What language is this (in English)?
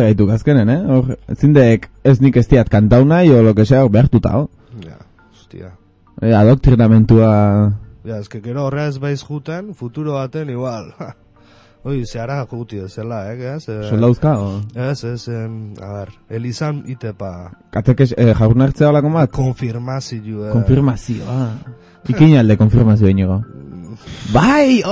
Basque